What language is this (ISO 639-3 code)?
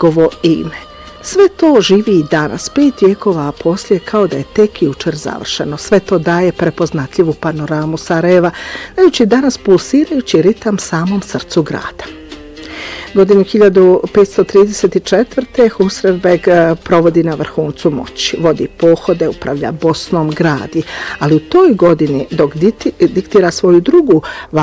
bos